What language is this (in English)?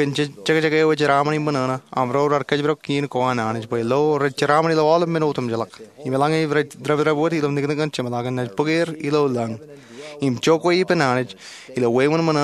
Marshallese